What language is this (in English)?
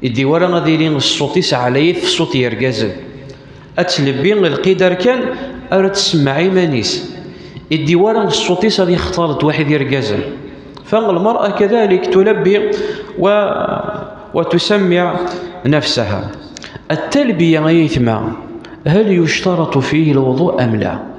Kabyle